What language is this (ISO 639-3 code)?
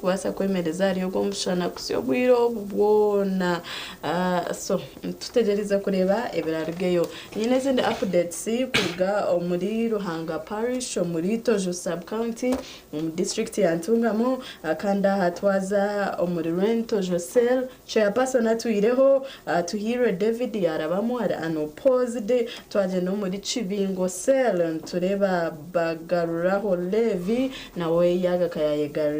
nyn